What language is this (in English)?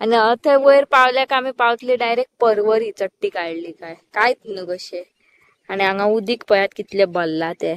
Konkani